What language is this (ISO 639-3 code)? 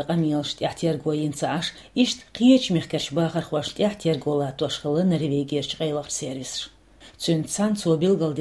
che